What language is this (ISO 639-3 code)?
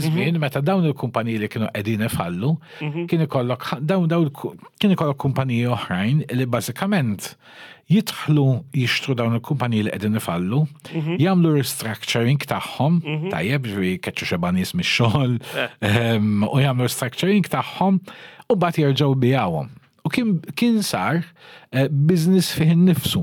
mlt